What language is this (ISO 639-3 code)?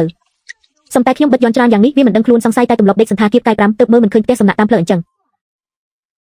khm